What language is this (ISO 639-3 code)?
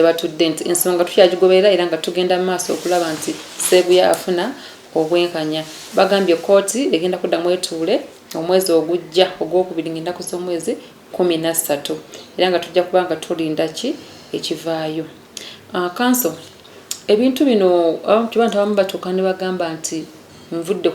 lug